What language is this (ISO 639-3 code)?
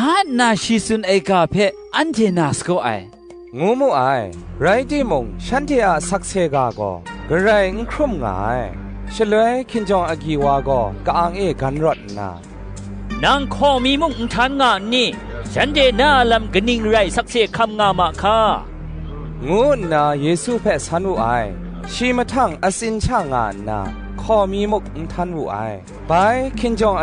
kac